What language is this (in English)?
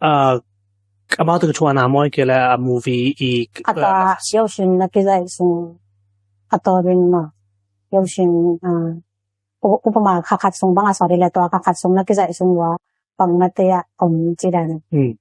Tedim Chin